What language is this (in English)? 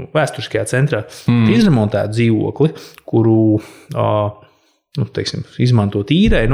Latvian